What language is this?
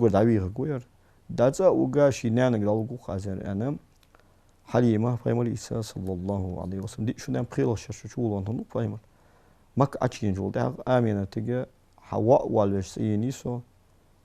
Ingush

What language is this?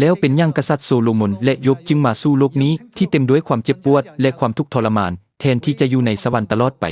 Lao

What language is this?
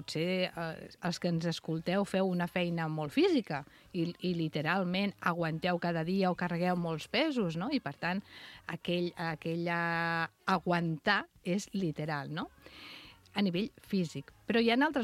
Catalan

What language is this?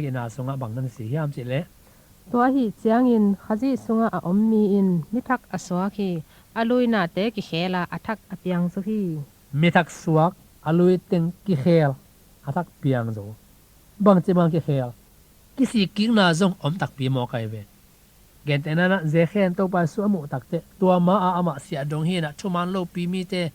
Tedim Chin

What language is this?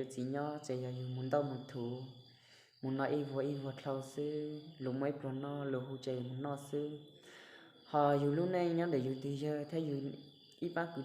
Hmong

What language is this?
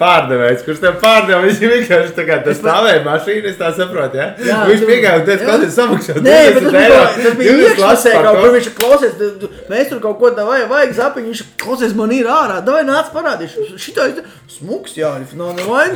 Latvian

